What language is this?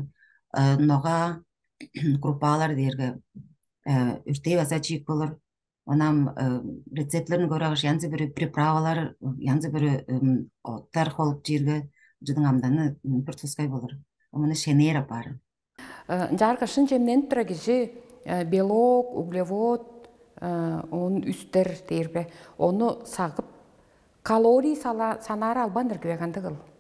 Tuvinian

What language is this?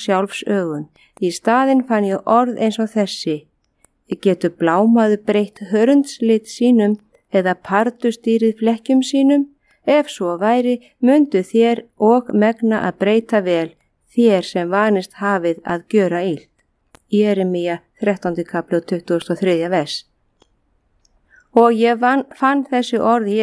Icelandic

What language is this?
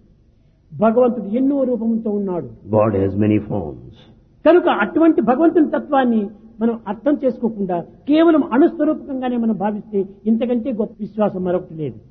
Telugu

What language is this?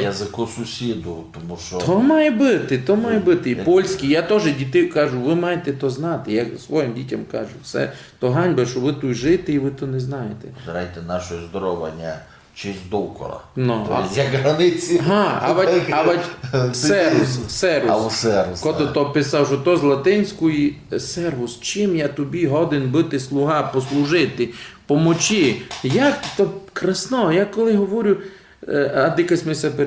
Rusyn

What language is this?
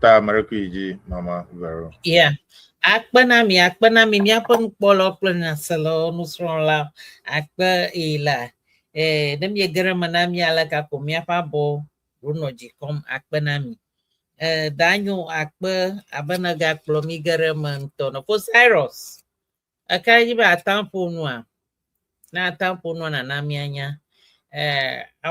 Ewe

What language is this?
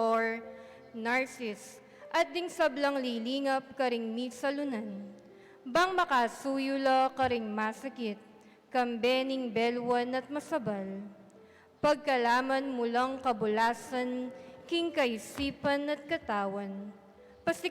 Pampanga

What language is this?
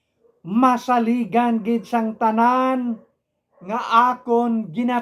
Hiligaynon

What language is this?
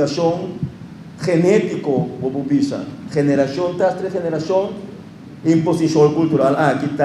Papiamento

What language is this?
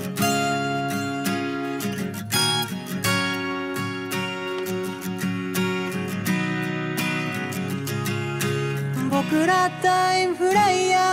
Japanese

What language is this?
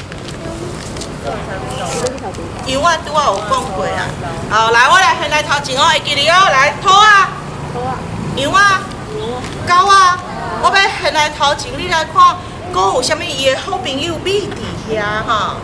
Min Nan Chinese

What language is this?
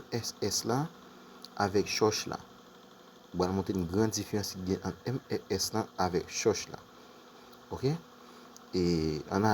Haitian Creole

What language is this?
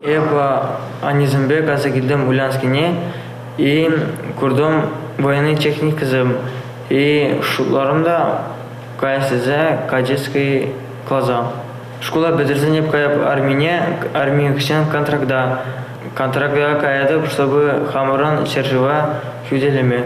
Chuvash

